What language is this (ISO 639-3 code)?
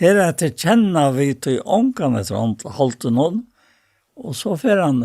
fao